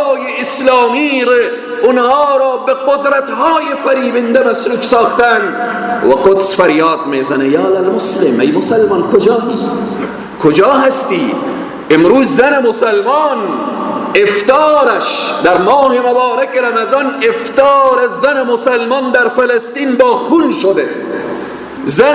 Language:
Persian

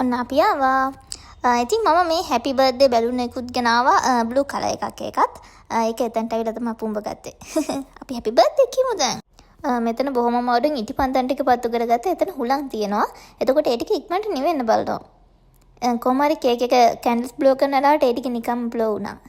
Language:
Sinhala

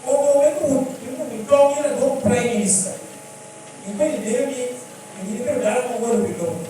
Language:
Lango (Uganda)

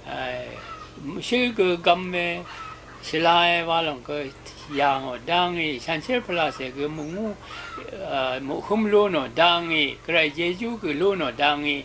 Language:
Rawang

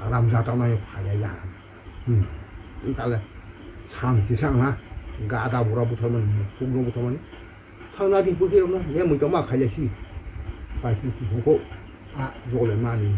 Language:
Kok Borok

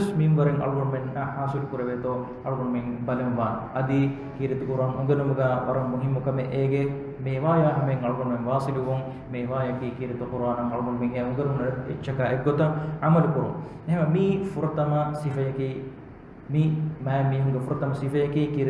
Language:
Divehi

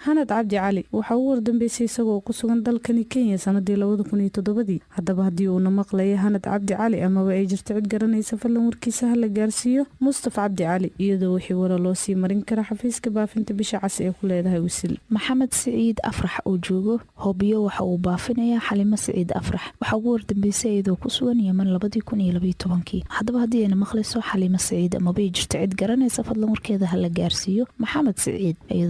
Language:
Somali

